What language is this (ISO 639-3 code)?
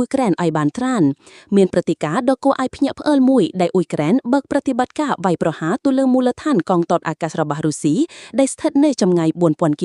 khm